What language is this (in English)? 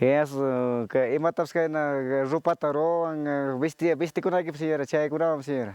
Ayacucho Quechua